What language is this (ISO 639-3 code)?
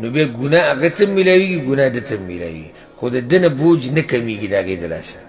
pus